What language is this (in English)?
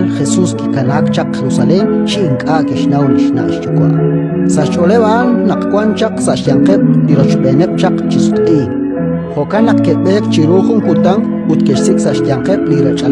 Kekchí